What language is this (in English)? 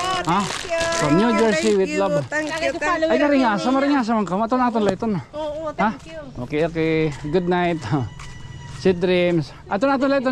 Waray